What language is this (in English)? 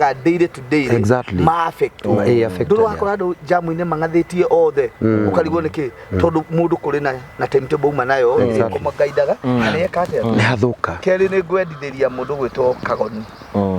Kikuyu